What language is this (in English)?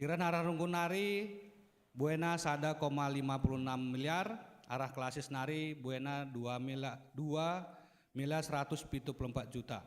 Batak Karo